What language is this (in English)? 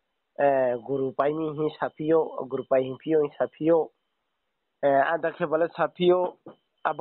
Riang (India)